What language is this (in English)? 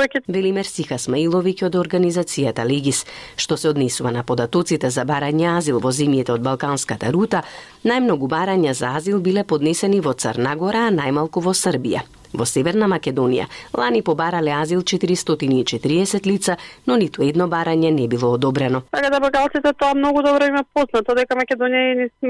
Macedonian